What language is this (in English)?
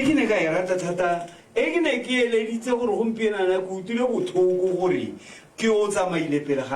Tswana